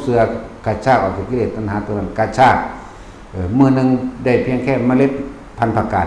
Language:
Lao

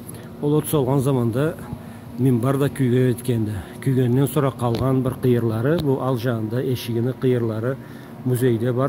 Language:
Karachay-Balkar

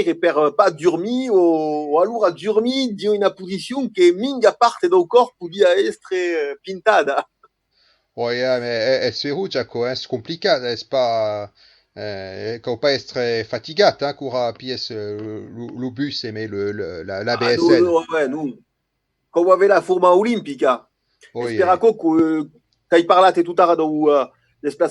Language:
Occitan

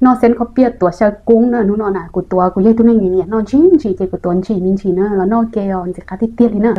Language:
Hmong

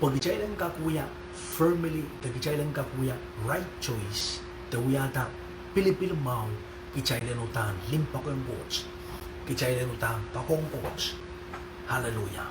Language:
Pohnpeian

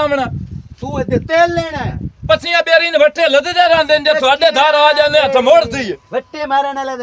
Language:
Punjabi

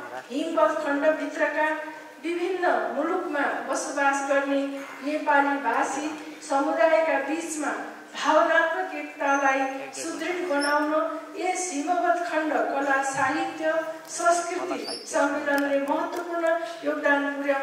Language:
Nepali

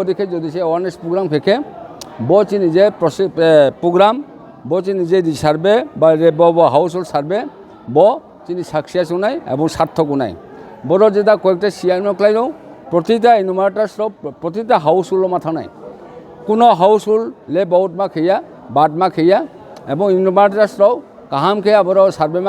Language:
Riang (India)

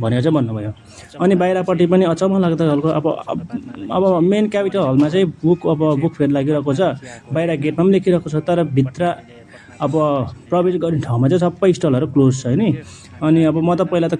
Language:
Nepali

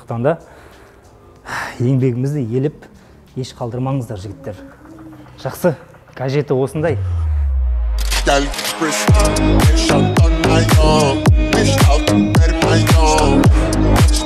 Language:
Kazakh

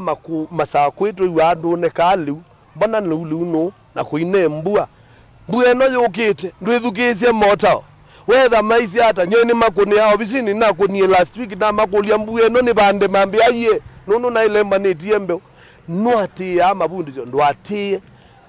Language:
Kamba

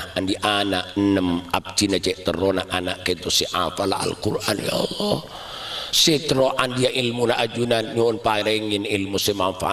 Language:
Madurese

